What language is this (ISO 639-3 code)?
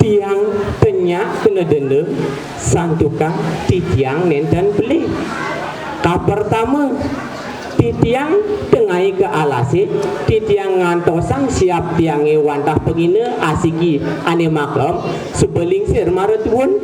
ban